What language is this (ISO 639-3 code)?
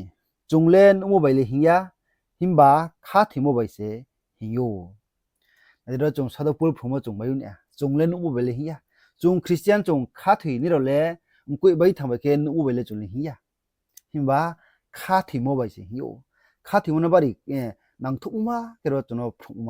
ria